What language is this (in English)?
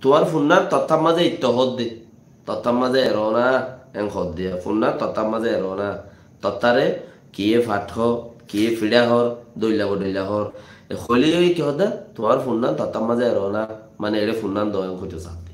Rohingya